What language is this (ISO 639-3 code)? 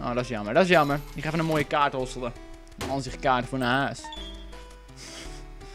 nld